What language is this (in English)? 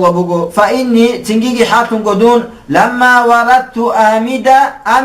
Avaric